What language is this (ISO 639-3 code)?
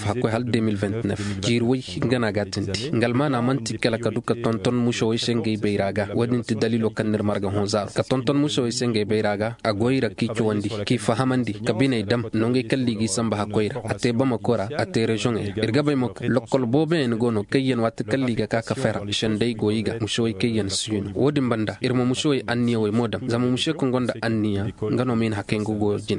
ses